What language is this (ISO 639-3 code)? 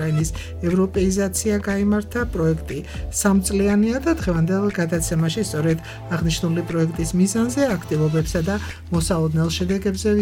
kat